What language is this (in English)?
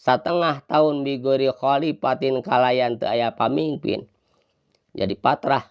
Sundanese